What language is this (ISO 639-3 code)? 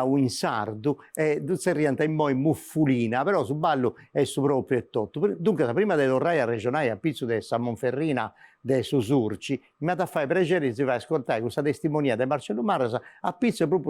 srd